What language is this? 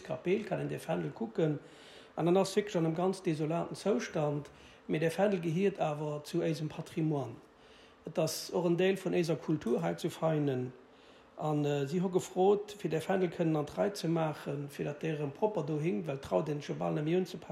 Luxembourgish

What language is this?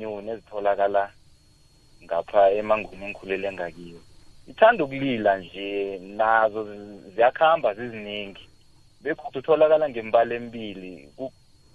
South Ndebele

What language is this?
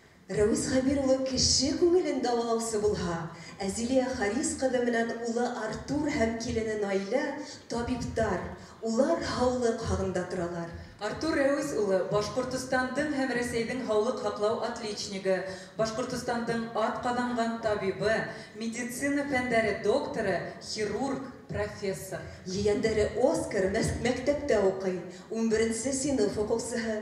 Bashkir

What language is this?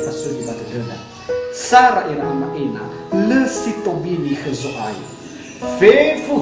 Nias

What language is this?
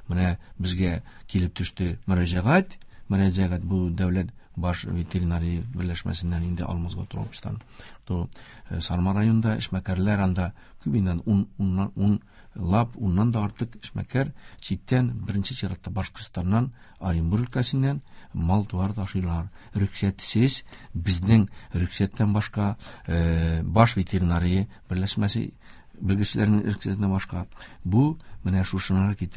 Tatar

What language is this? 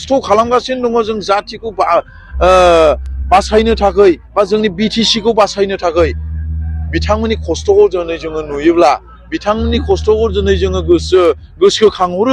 Bodo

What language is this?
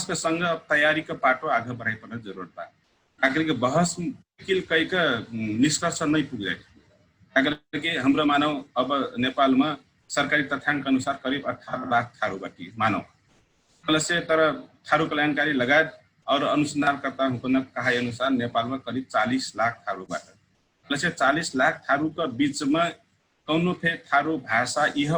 Dangaura Tharu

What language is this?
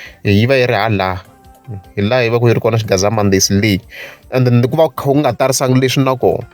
Tsonga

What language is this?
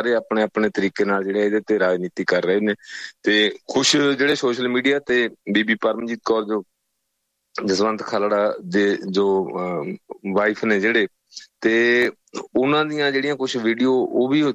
Punjabi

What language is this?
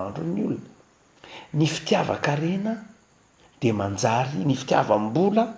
Malagasy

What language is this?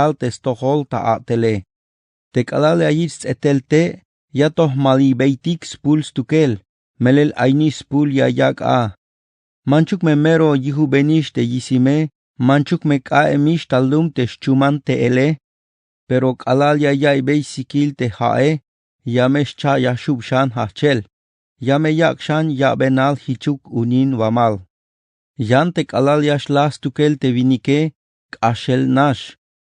Tzeltal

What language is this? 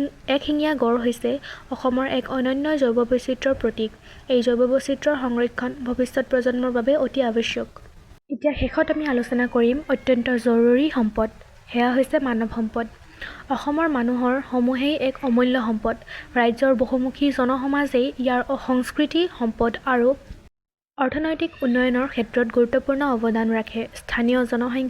Assamese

